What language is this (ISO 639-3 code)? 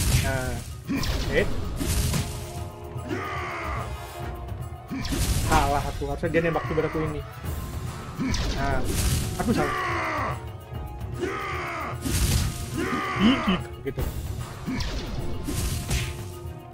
ind